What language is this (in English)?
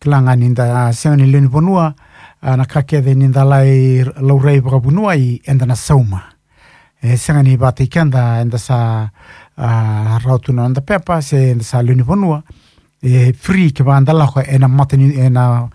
Fijian